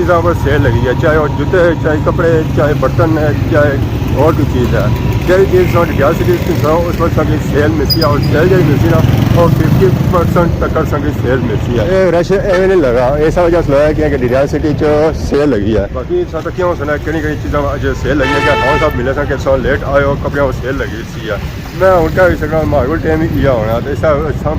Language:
Pahari-Potwari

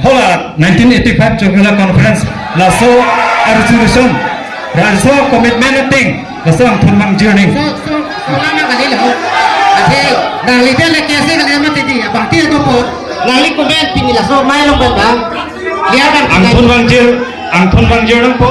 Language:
Karbi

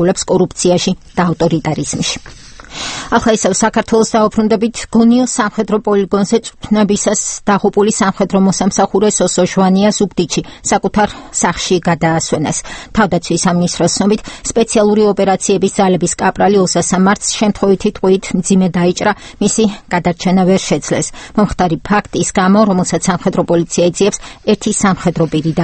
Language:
Georgian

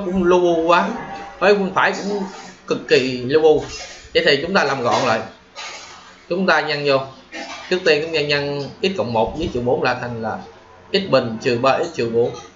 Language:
Vietnamese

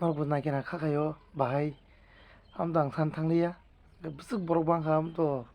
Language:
Kok Borok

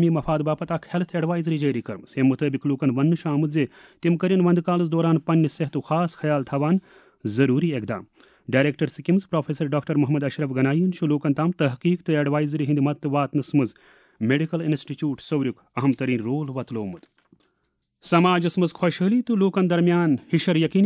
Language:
Kashmiri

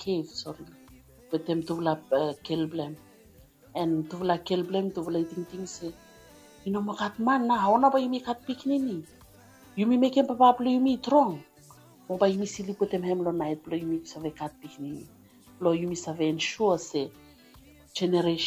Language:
Bislama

